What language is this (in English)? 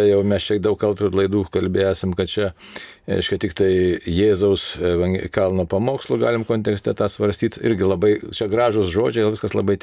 Lithuanian